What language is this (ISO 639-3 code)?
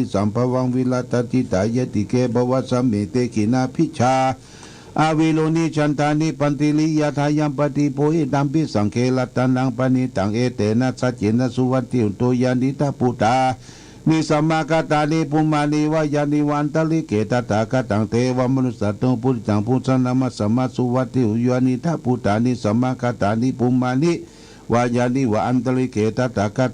pli